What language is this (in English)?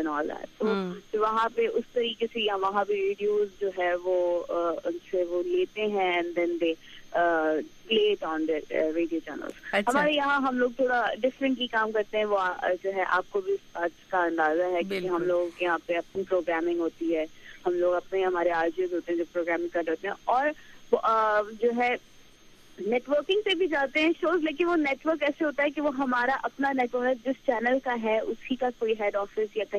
Urdu